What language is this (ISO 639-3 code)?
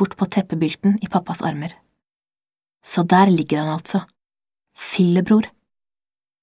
nor